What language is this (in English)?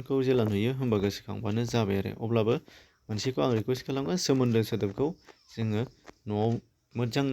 Bodo